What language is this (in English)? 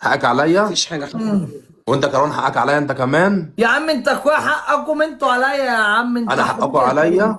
Egyptian Arabic